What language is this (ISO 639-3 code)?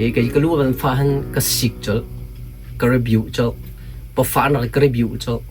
cnh